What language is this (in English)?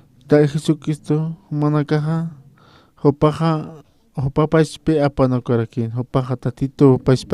Aymara